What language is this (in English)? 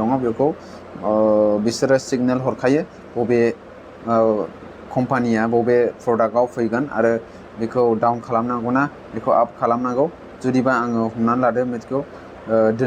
Bodo